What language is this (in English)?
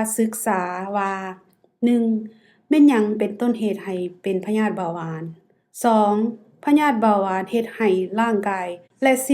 Lao